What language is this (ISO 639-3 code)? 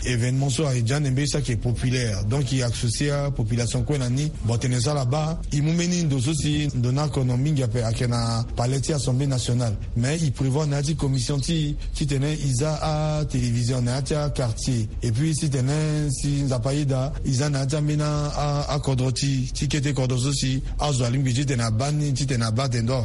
sag